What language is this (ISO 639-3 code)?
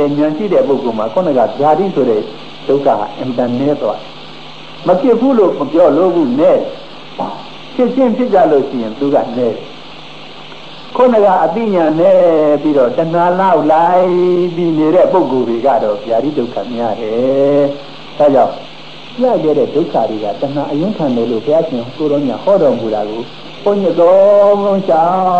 mya